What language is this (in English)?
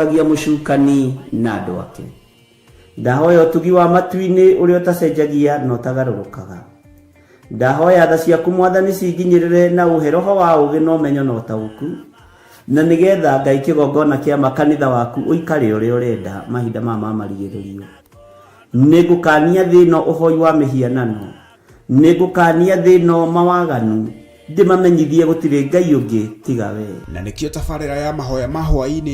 Kikuyu